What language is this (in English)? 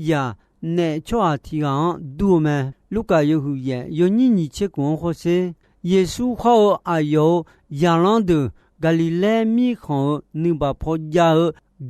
Akha